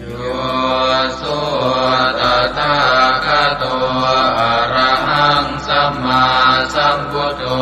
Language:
Pali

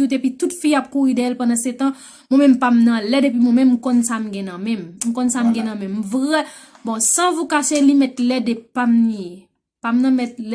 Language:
Haitian Creole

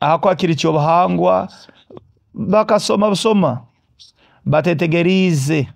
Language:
Nyoro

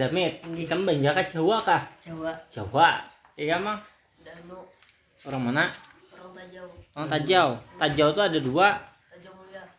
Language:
Banjar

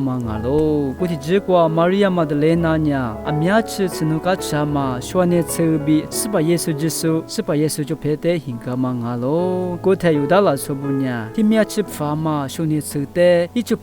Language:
Lisu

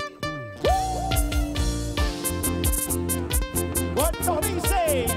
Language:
Spanish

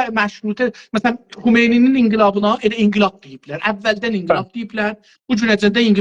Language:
South Azerbaijani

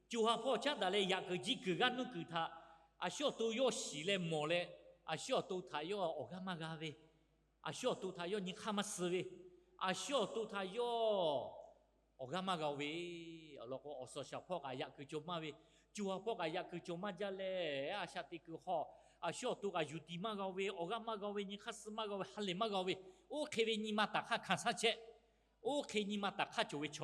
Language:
Lahu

